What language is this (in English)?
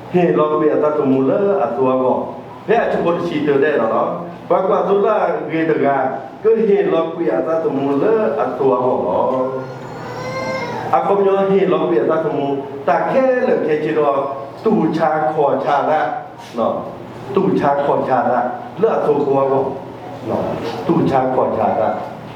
S'gaw Karen